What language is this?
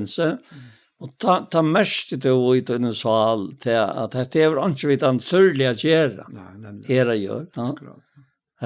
Faroese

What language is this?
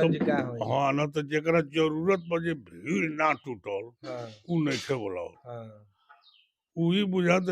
Bhojpuri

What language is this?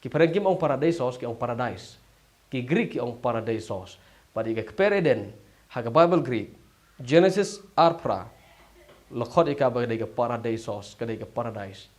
Khasi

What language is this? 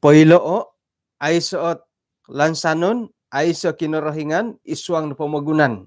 Central Dusun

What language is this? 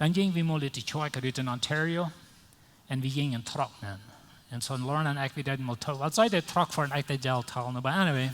Plautdietsch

